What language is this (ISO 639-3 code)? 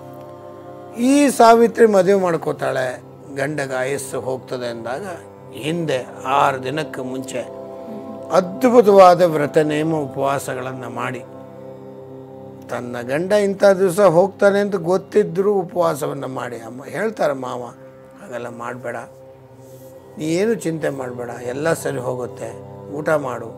kan